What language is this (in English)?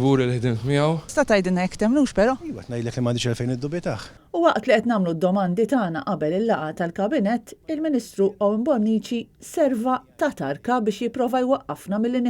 Maltese